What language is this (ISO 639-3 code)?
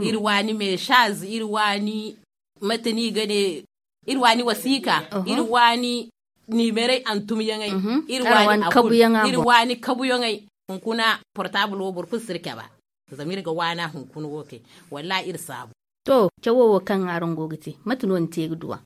dje